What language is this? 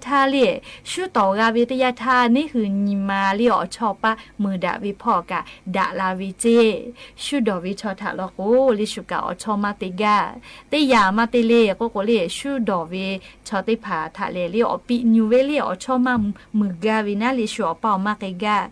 Lahu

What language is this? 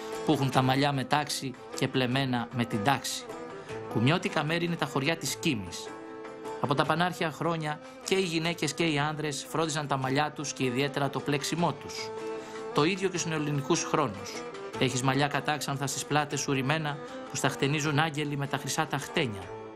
Greek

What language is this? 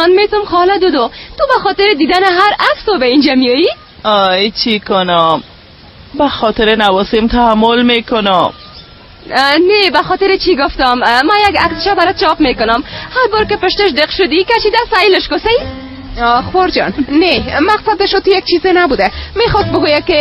Persian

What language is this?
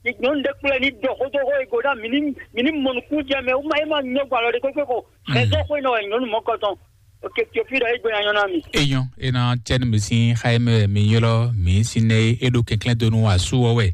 Fon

